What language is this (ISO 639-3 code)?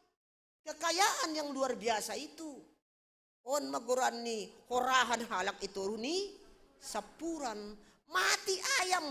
bts